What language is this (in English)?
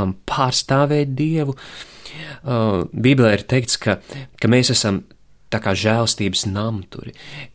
Latvian